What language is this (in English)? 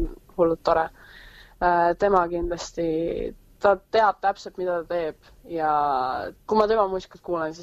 Estonian